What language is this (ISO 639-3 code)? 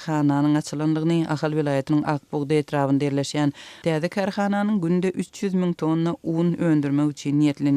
tuk